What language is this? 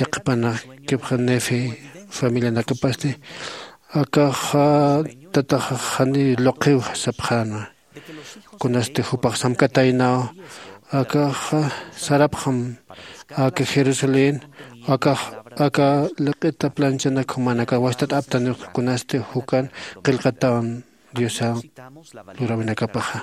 Aymara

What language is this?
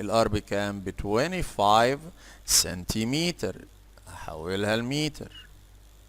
Egyptian Arabic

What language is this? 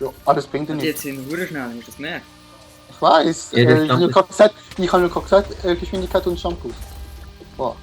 Swiss German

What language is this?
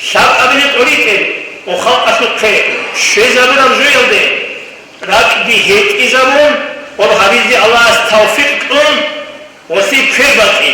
Avaric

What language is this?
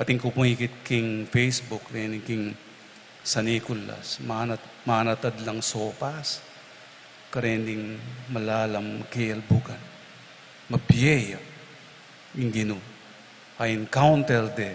Pampanga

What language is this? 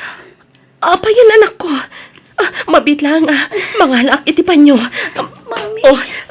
Iloko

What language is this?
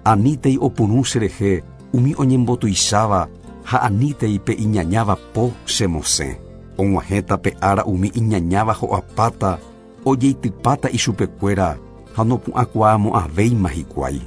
Guarani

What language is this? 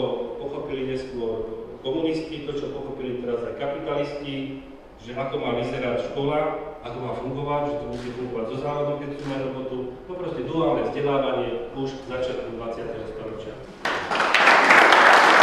Slovak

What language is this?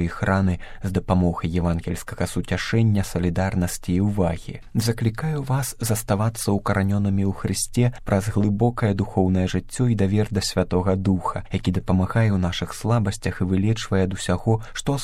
Belarusian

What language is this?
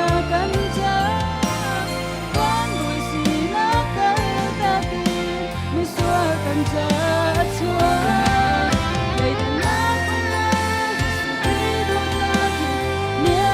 Hakha Chin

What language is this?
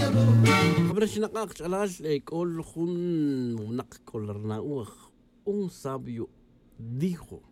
Tz'utujil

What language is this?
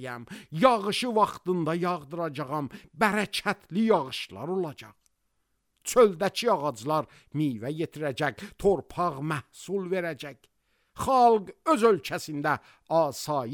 Azerbaijani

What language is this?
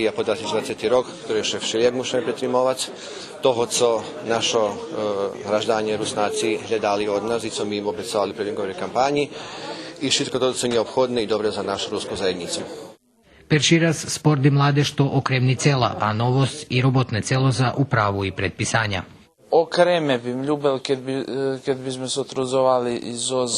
Rusyn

